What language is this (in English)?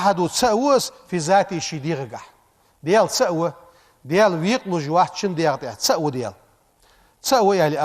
Ingush